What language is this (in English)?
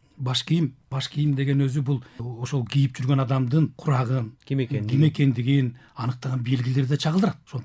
Kyrgyz